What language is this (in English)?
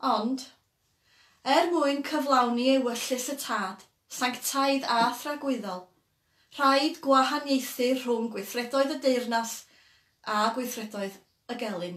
Welsh